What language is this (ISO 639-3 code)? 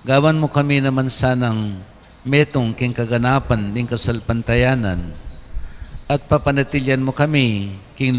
pam